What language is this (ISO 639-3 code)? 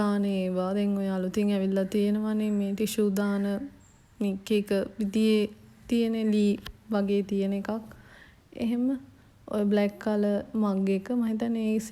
sin